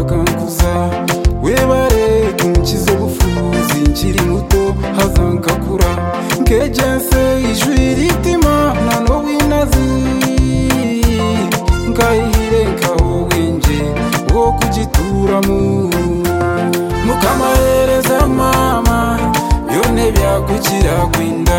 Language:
Kinyarwanda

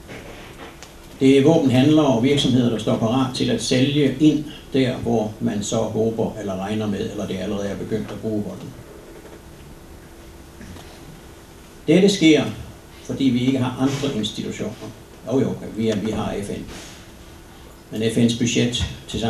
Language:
Danish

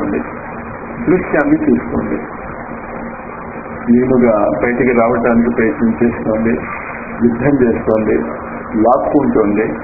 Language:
Telugu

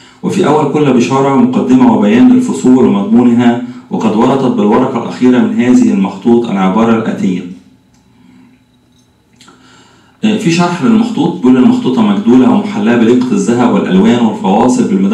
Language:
Egyptian Arabic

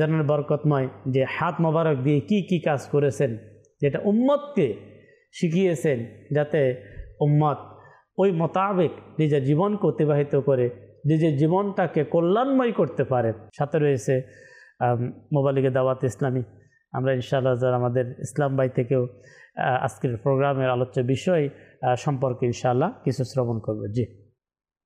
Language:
Bangla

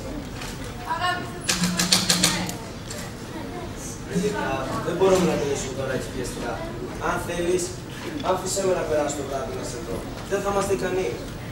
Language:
Greek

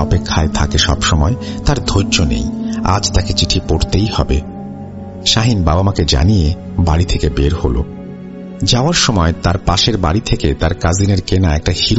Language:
Bangla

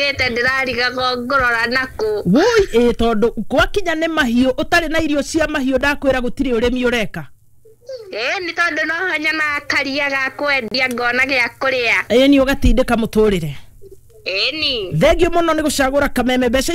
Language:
Kikuyu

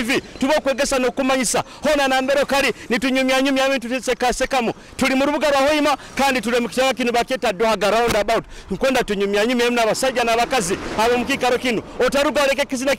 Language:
Nyoro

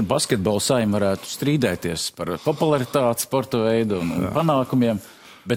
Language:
Latvian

